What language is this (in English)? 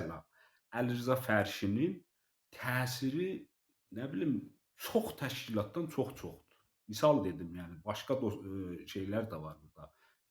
South Azerbaijani